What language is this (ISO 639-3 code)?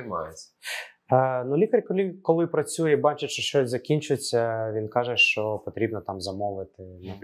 ukr